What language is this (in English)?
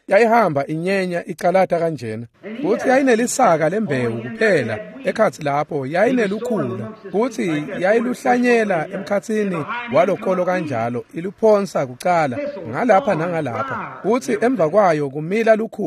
Swati